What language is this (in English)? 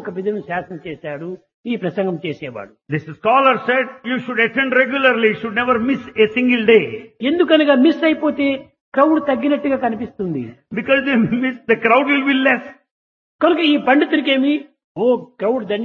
Telugu